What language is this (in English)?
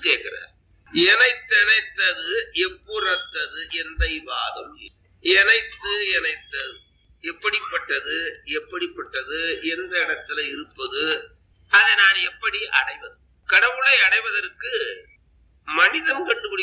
Tamil